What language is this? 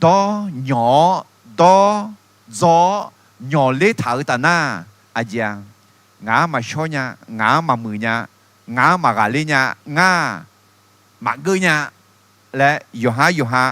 Akha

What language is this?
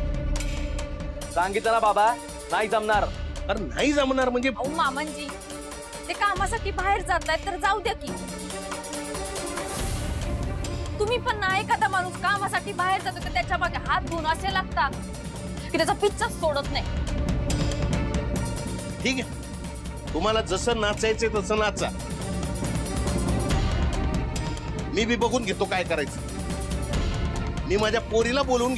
Marathi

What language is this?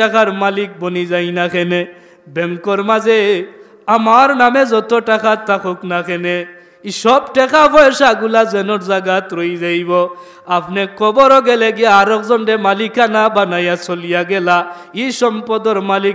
Sylheti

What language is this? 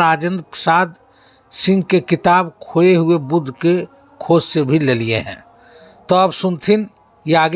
Magahi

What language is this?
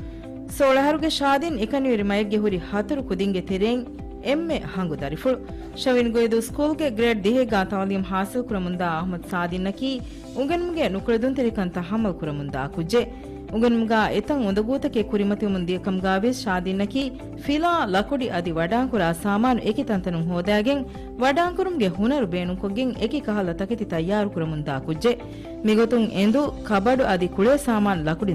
Divehi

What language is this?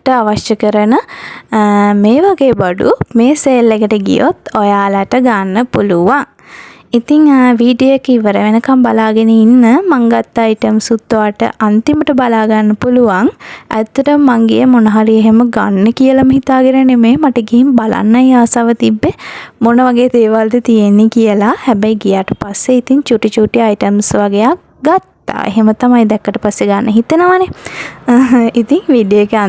Sinhala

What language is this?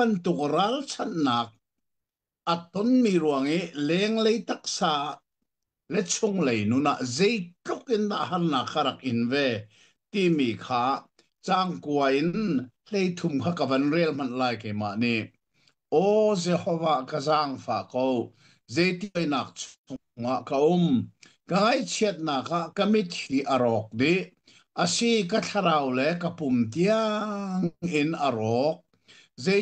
Hakha Chin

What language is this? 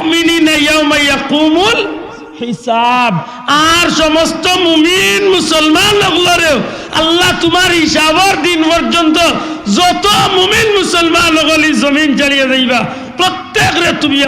Sylheti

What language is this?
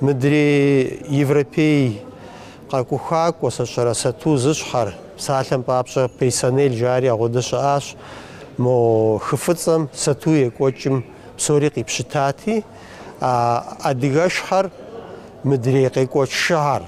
Kabardian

